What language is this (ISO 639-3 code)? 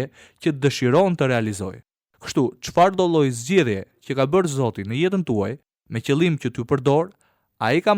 sqi